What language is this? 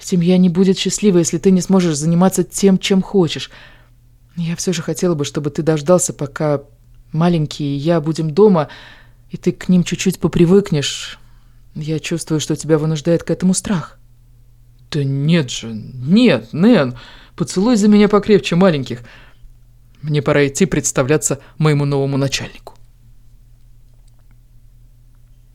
Russian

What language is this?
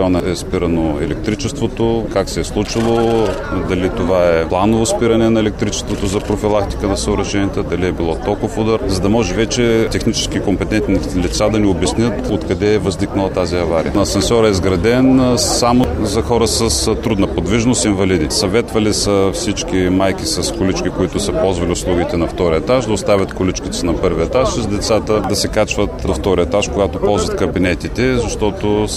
Bulgarian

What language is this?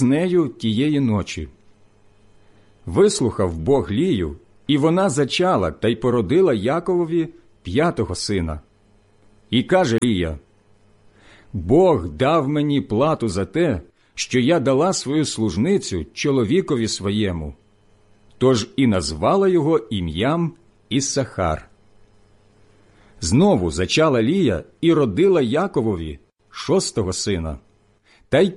Ukrainian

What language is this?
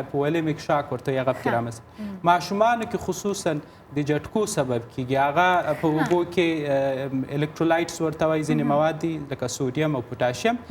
Pashto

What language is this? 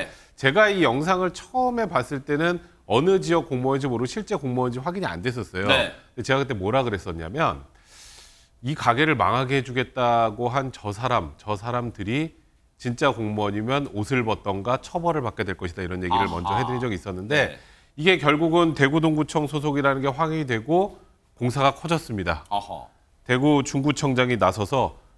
Korean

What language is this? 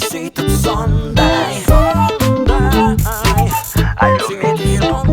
Kara-Kalpak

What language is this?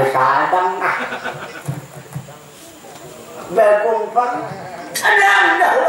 Banjar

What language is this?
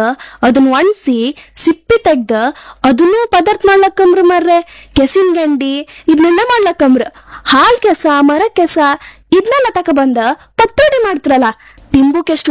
Kannada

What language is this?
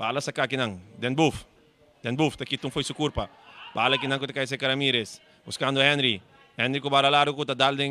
Papiamento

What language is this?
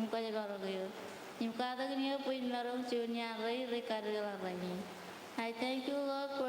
Marshallese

